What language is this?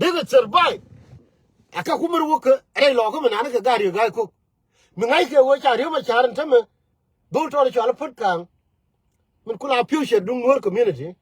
Nuer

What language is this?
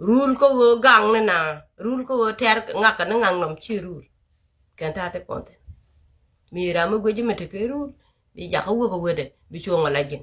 Nuer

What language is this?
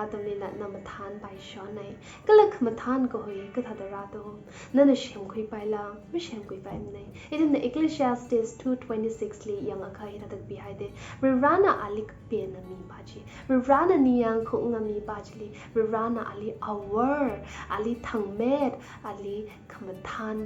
Tangkhul Naga (India)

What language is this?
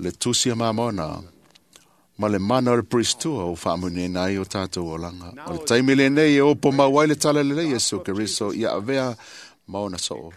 Samoan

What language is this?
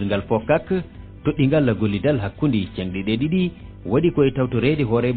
Fula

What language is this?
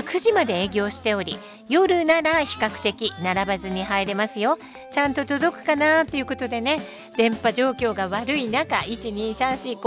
Japanese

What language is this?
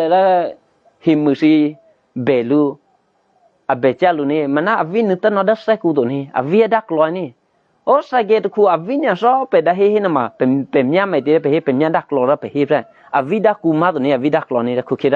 Eastern Kayah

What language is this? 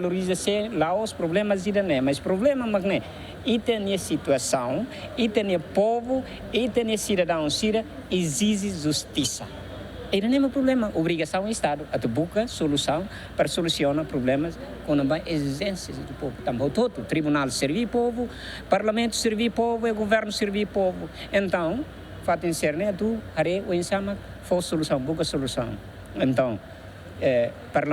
Tetum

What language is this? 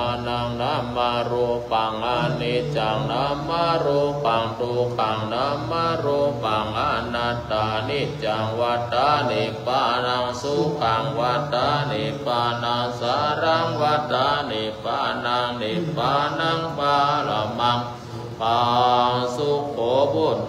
Pali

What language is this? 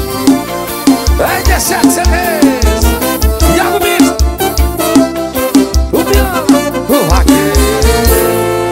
Portuguese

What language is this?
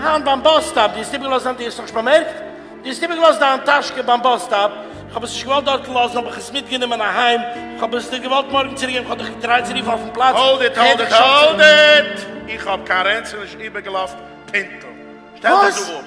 Yiddish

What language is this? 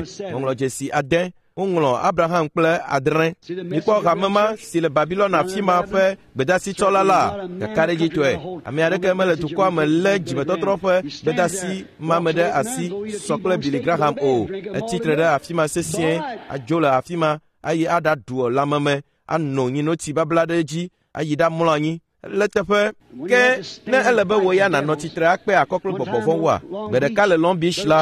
Ewe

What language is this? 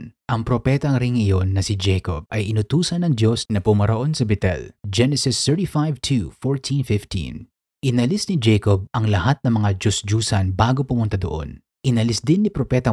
Filipino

